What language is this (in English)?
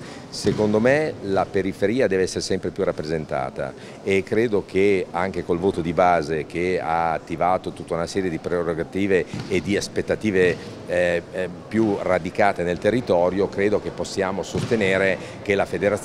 Italian